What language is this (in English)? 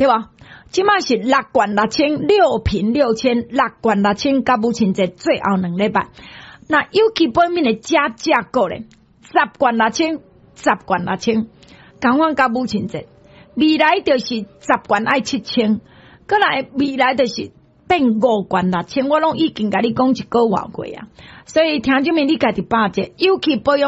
Min Nan Chinese